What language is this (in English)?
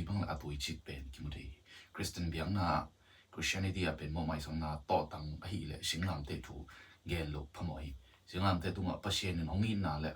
Tedim Chin